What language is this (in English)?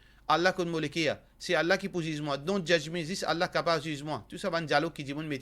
Morisyen